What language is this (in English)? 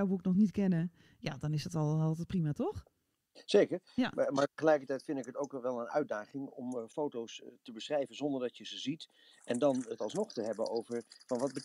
Dutch